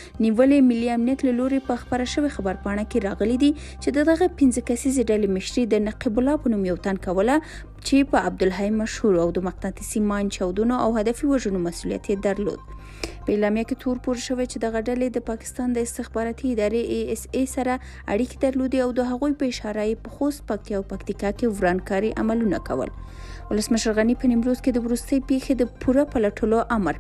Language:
Pashto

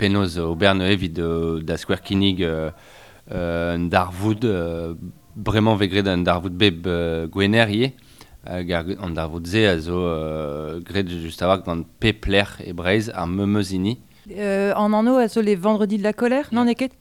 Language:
Breton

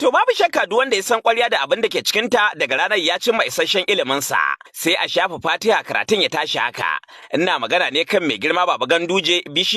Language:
Hausa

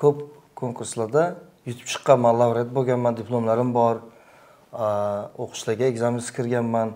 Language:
Uzbek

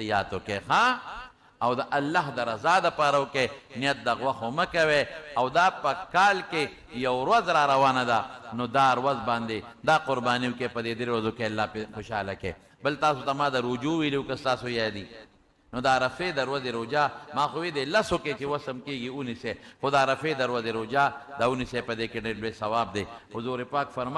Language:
Pashto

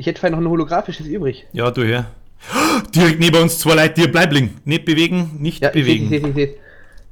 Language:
Bavarian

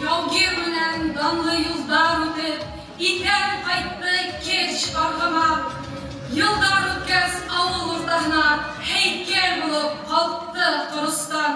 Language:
Bashkir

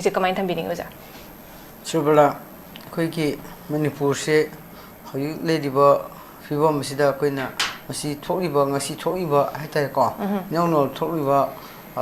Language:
Manipuri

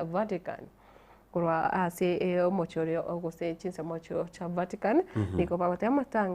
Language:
Gusii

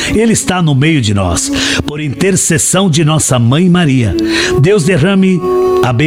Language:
Portuguese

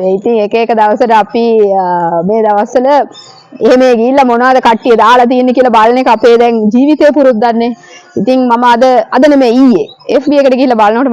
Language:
Sinhala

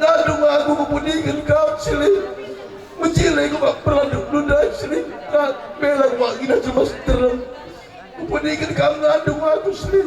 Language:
Batak Karo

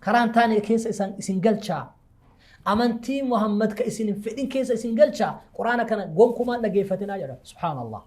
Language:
Oromo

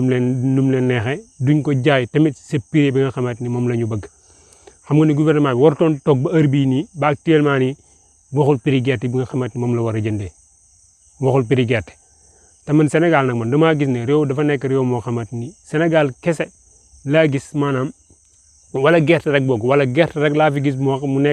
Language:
Wolof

